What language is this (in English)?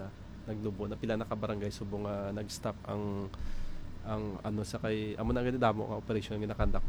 Hiligaynon